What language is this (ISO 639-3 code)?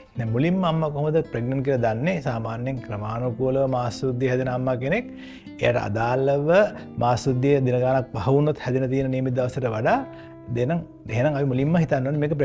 sin